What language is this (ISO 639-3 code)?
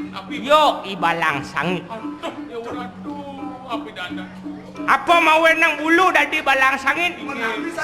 ban